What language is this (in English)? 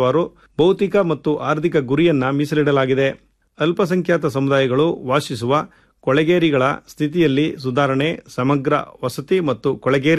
Kannada